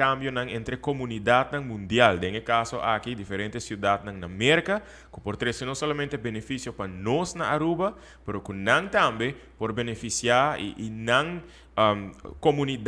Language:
Papiamento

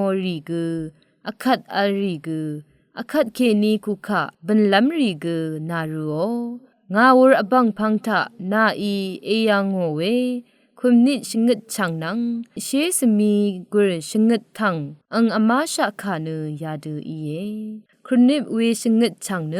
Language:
Rawang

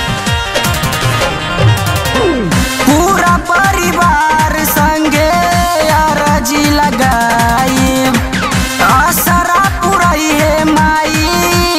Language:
Bhojpuri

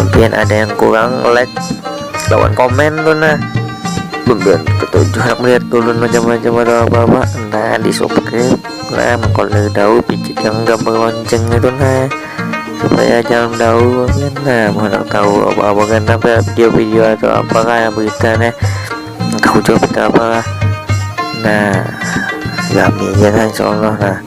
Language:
Banjar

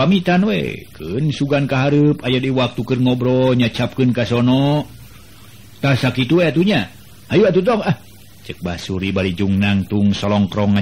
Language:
Sundanese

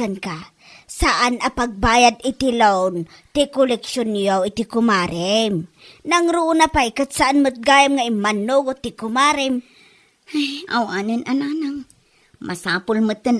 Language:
Iloko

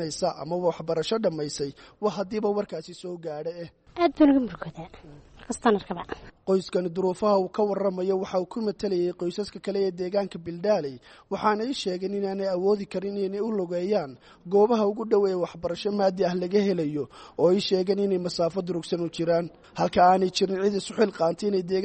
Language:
Somali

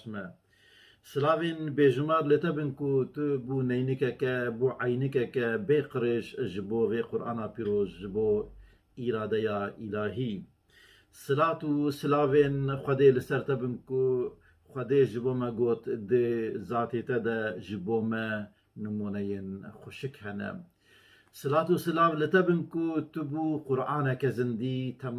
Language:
Kurdish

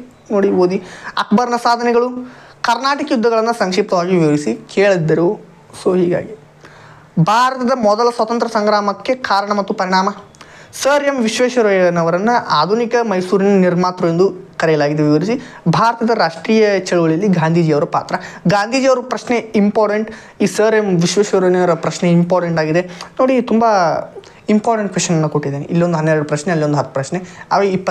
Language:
Kannada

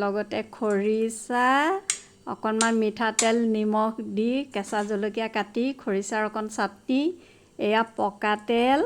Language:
Assamese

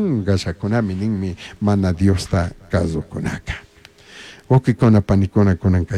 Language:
Chimborazo Highland Quichua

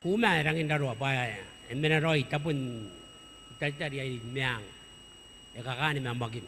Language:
Gilbertese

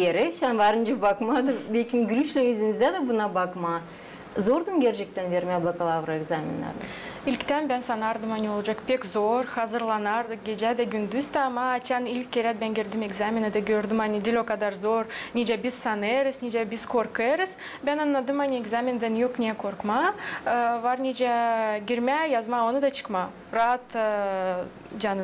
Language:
Gagauz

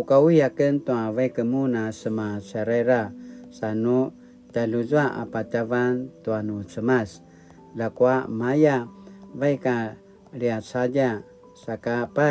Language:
Paiwan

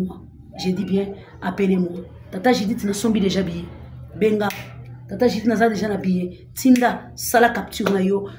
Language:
Lingala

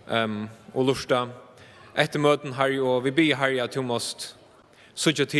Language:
Faroese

